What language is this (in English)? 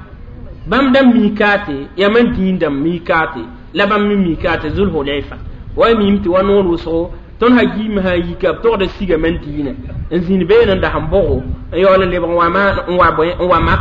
Mossi